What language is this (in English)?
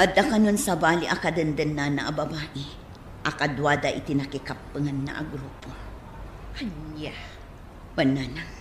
Iloko